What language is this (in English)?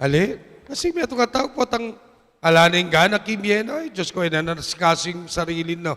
Pampanga